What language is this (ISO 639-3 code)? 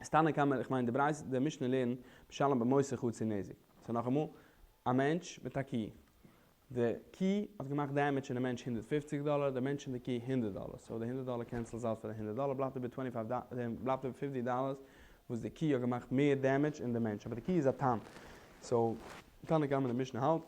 yid